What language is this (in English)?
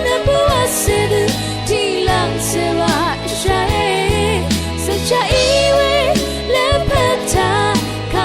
Rawang